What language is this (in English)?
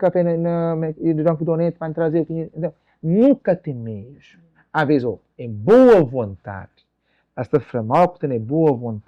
Kabuverdianu